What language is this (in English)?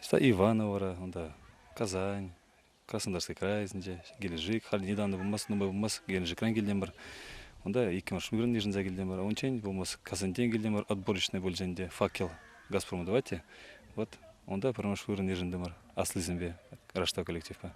Chuvash